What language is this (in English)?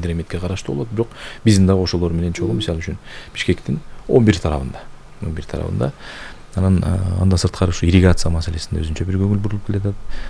Kyrgyz